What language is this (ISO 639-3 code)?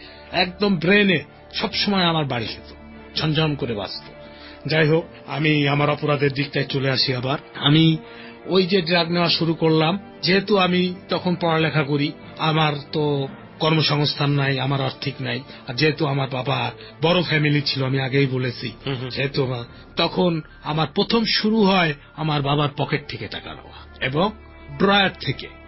ben